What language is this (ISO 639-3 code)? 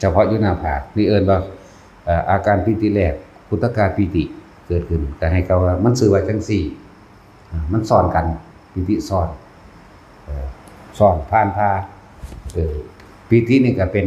tts